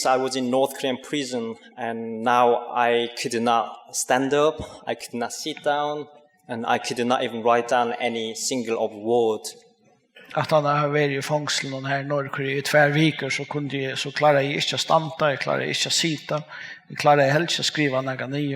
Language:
Faroese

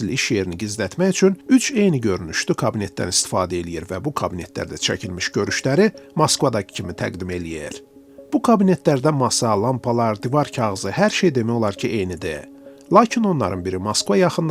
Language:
Azerbaijani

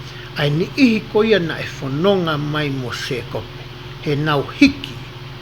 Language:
Tongan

